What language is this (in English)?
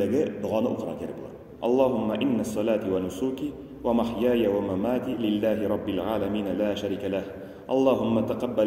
Tatar